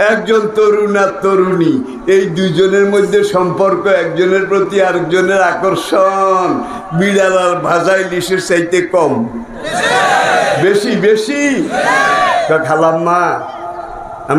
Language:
Bangla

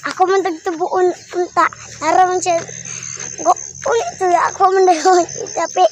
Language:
Cebuano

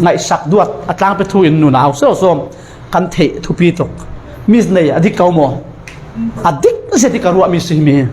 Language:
Falam Chin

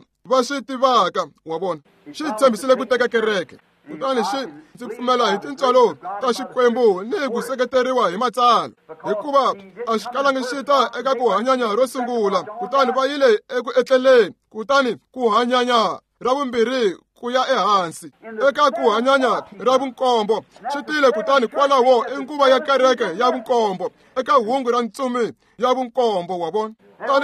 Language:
Tsonga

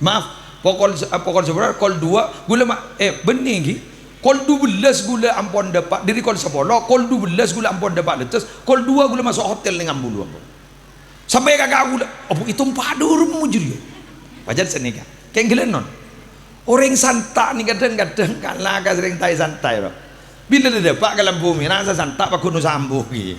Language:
Madurese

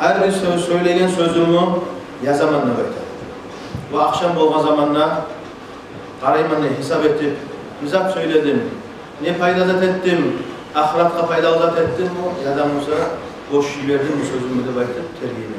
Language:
Kumyk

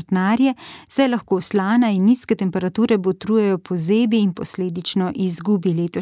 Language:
Slovenian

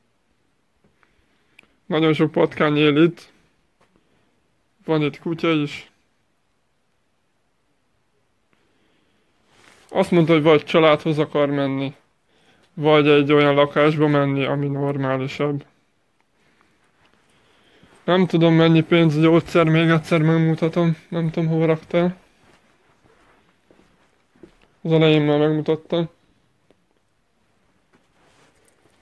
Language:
Hungarian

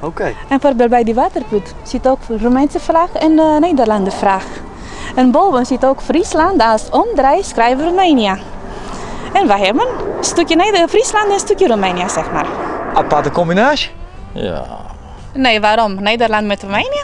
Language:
Western Frisian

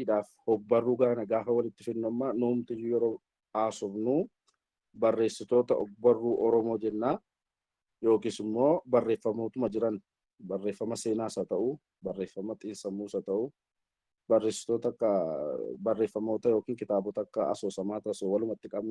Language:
Oromo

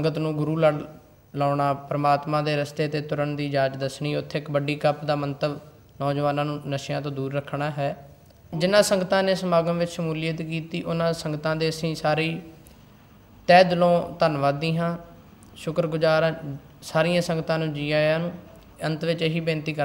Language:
Punjabi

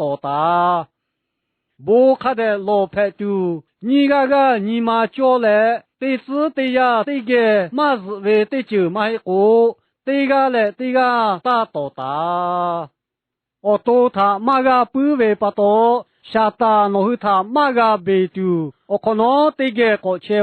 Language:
Lahu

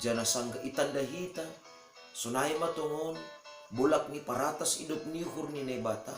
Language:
Batak Simalungun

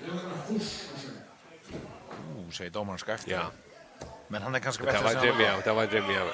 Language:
Faroese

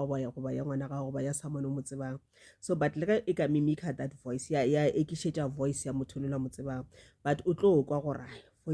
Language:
Northern Sotho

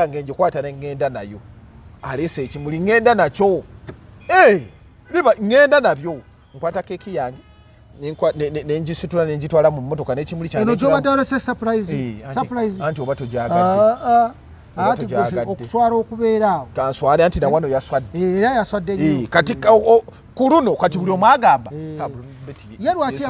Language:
Ganda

